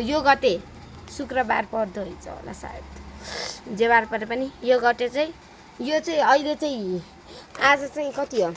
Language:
Nepali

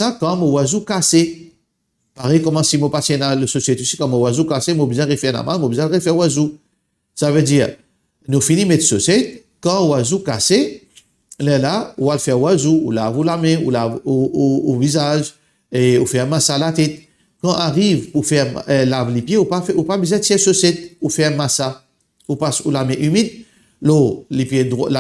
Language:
Morisyen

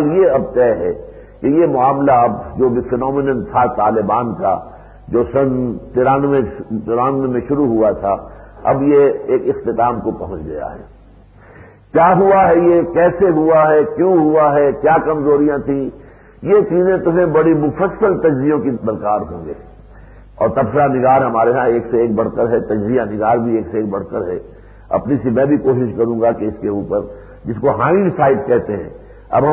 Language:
Urdu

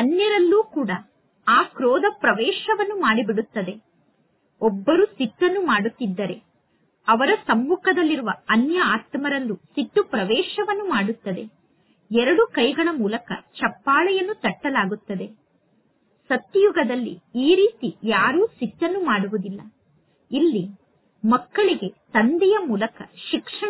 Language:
Kannada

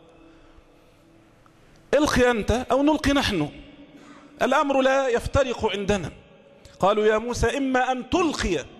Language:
Arabic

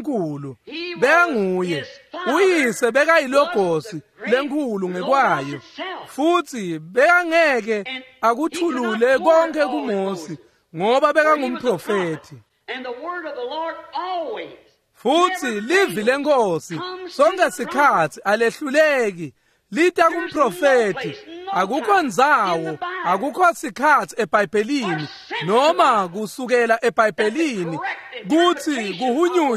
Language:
Swati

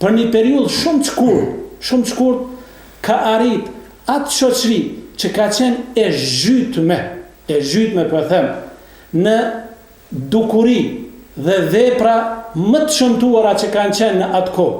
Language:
Albanian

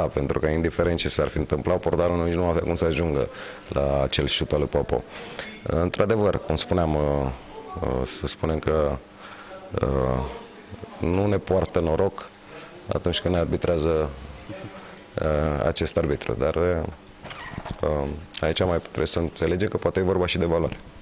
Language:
Romanian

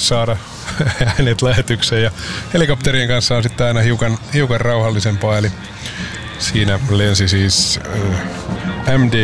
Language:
Finnish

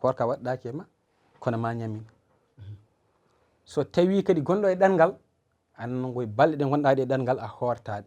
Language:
Fula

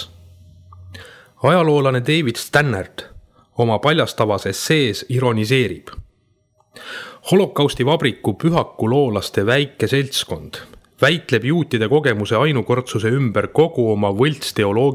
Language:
Estonian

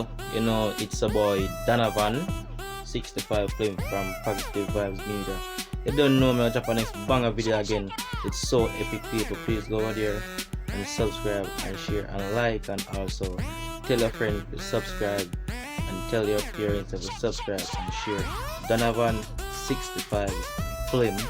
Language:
Jamaican Creole English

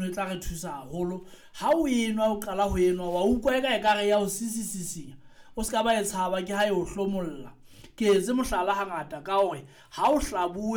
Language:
Southern Sotho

